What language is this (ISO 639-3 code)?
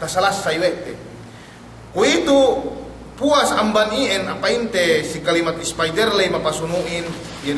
yka